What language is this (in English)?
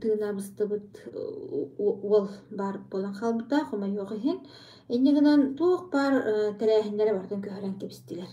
Yakut